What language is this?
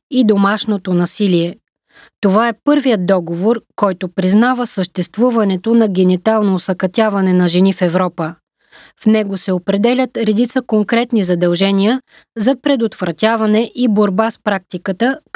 Bulgarian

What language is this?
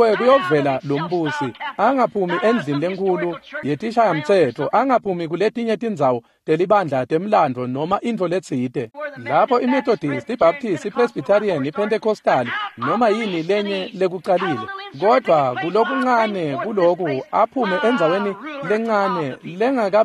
Swati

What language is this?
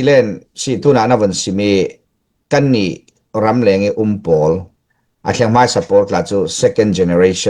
Falam Chin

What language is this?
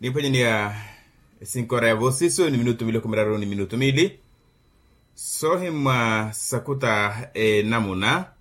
Makhuwa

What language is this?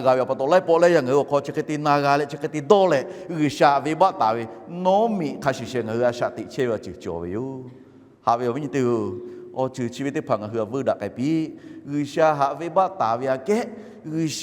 Lahu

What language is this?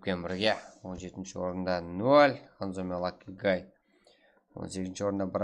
Kara-Kalpak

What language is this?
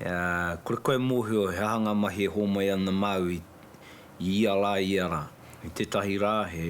Māori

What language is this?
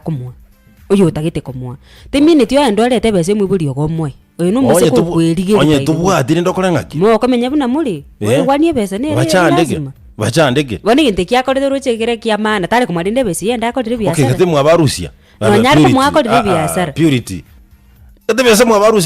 Gusii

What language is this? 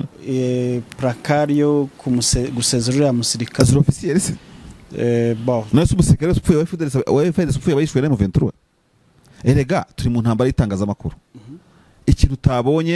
Kinyarwanda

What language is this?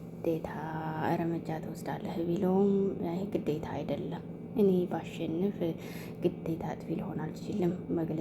Amharic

